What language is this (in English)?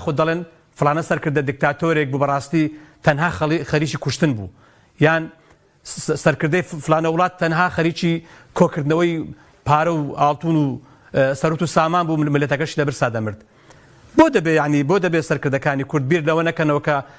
Central Kurdish